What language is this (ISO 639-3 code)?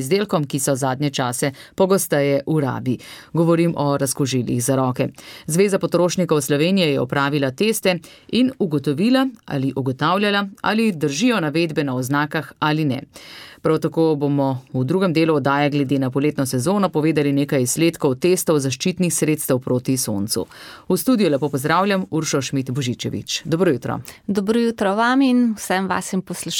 slv